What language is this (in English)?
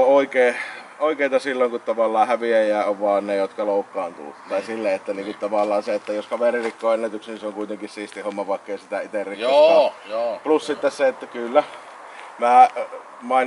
Finnish